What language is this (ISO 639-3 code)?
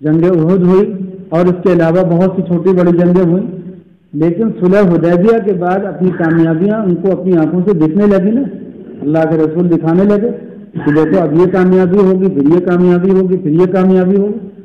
urd